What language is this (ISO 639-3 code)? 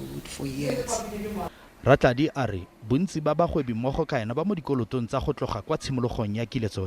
tsn